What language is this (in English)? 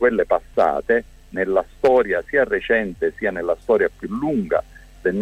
Italian